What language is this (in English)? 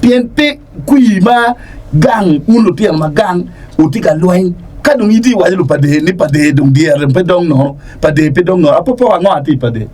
Acoli